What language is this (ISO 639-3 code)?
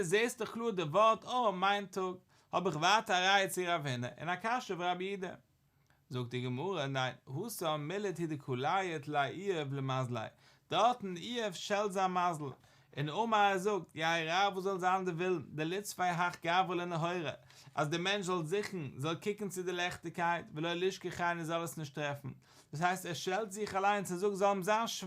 yid